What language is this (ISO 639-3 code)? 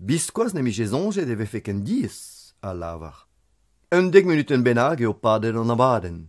bre